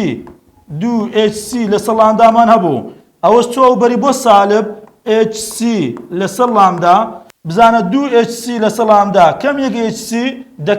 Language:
Central Kurdish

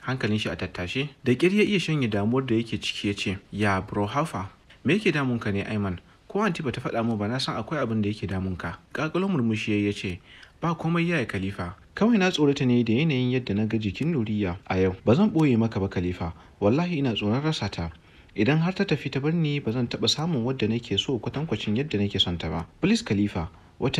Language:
Hausa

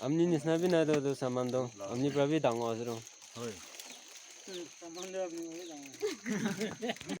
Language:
Naga Pidgin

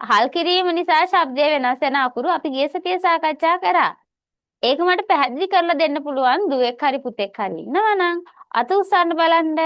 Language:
Sinhala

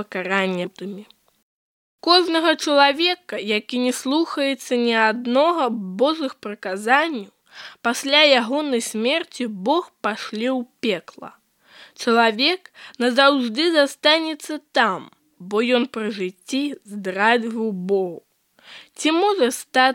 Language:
Belarusian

